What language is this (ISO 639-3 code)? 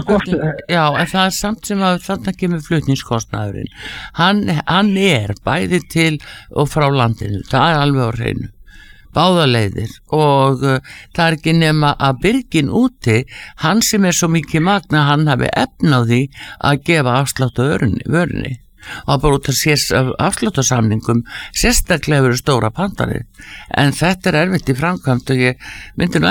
isl